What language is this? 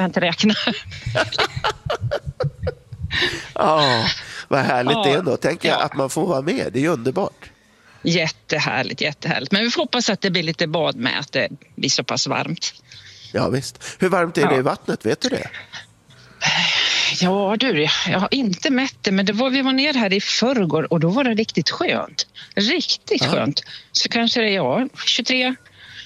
Swedish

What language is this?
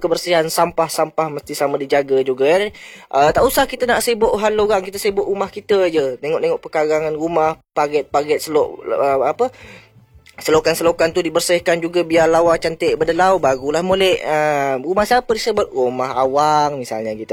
Malay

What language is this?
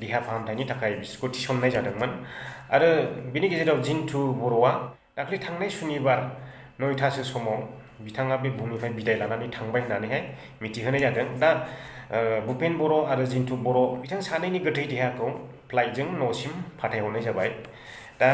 Bodo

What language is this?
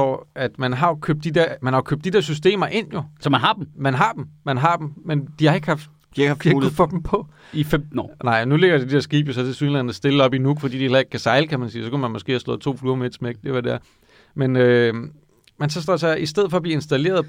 Danish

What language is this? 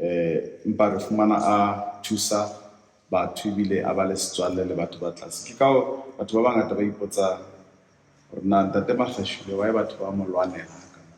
Southern Sotho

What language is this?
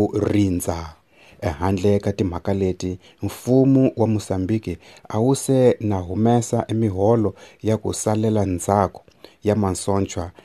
Tsonga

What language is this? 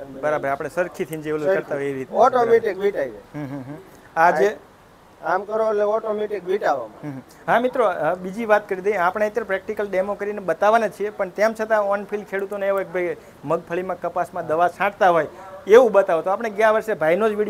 Gujarati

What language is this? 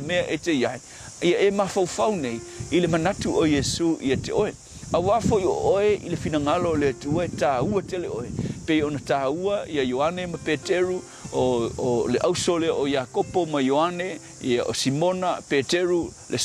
Samoan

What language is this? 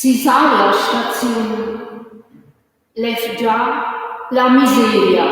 Romansh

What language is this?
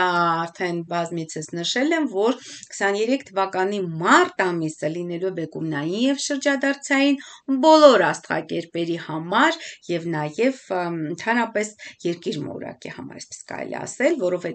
Armenian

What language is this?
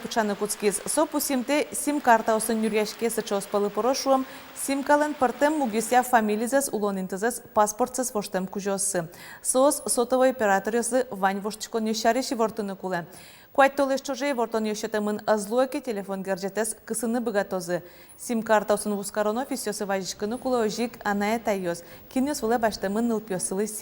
Udmurt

